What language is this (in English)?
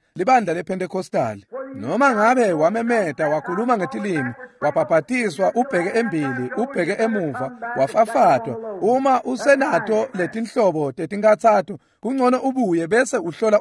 Swati